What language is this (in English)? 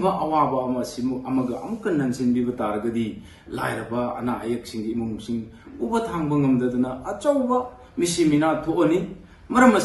Manipuri